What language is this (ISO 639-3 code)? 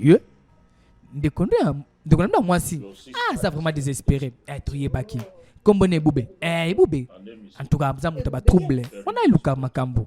lin